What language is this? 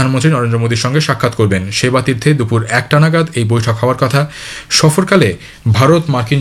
Bangla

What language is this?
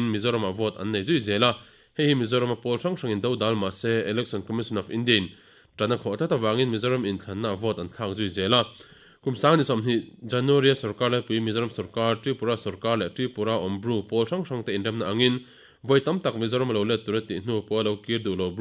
Mizo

